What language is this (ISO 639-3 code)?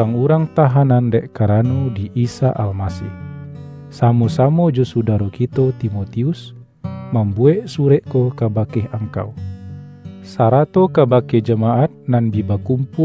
min